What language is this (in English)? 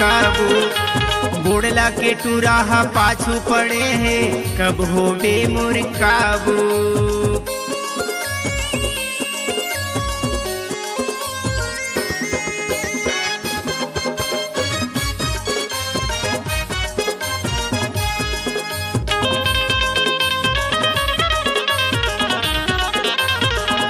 Chhattisgarhi